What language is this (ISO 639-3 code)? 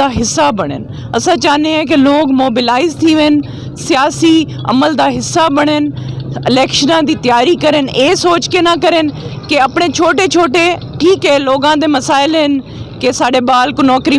skr